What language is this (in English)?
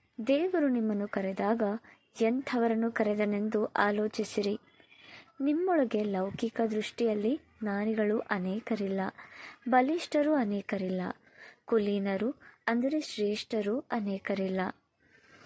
Kannada